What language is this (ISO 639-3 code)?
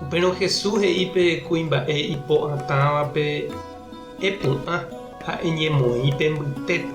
grn